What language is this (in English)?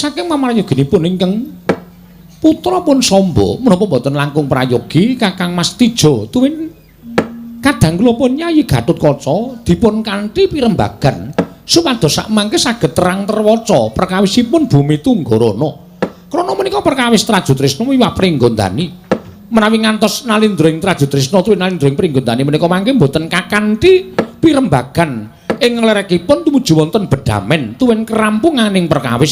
Javanese